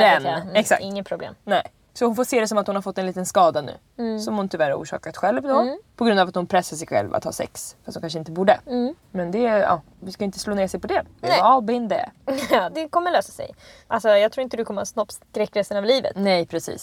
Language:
Swedish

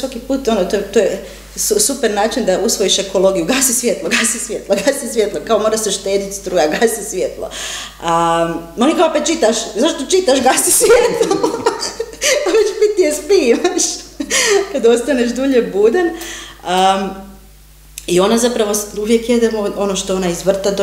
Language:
Croatian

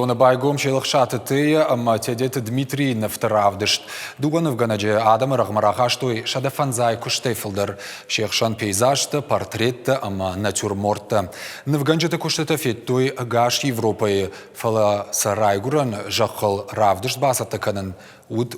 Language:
Ossetic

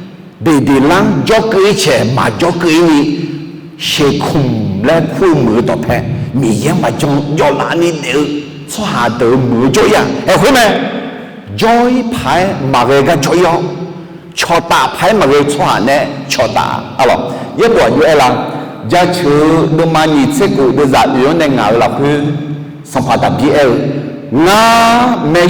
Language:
Akha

